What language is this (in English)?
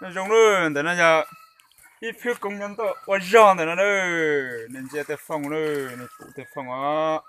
Hmong